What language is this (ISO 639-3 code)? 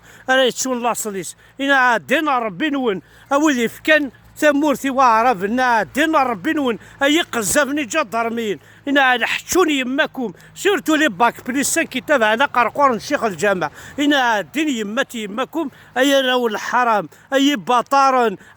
kab